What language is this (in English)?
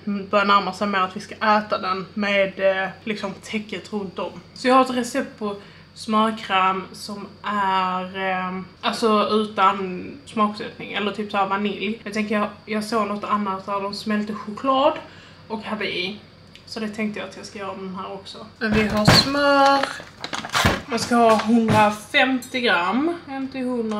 Swedish